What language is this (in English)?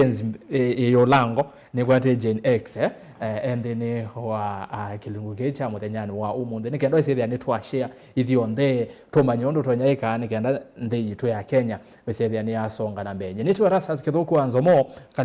Kamba